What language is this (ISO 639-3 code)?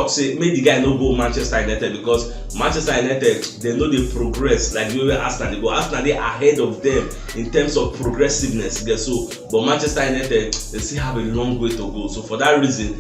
pcm